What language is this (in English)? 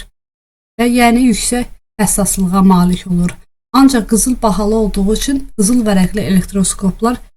Azerbaijani